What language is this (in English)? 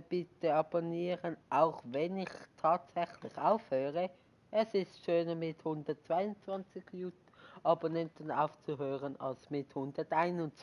Swiss German